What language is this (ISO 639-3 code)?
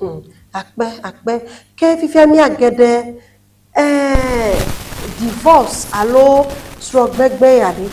ewe